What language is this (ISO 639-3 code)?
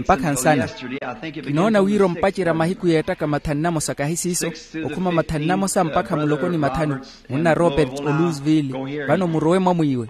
vmw